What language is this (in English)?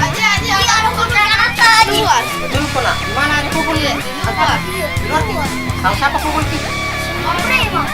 Makassar Malay